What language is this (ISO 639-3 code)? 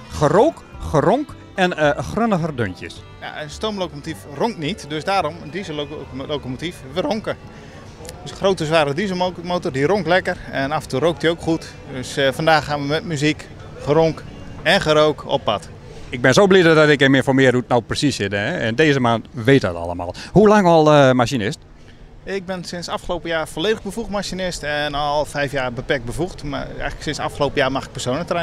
nld